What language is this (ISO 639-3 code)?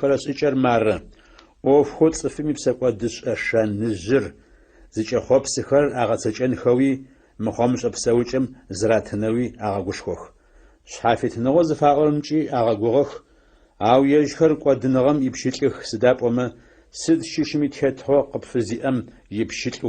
ady